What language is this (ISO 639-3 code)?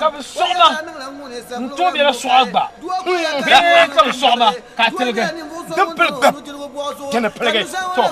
dag